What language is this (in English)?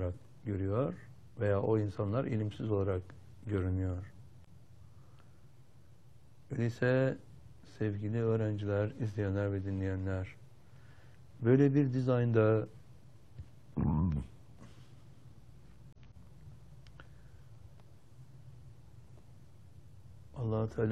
Turkish